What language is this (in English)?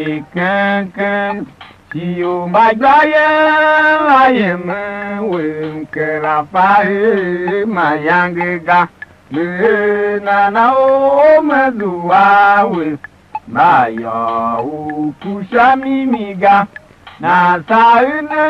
Tiv